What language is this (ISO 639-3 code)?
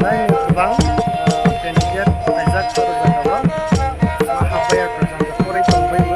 trp